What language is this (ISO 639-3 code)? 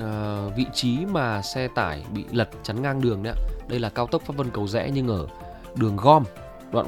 vie